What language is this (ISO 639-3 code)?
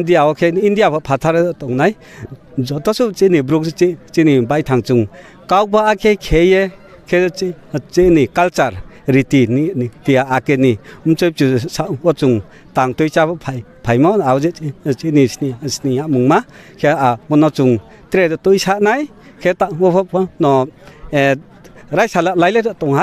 ria